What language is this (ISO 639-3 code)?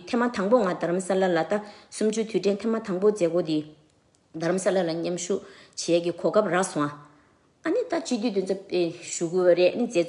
bod